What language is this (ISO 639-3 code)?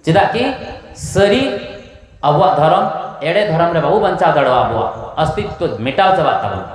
sat